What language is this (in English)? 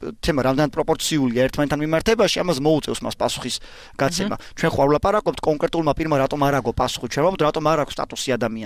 Georgian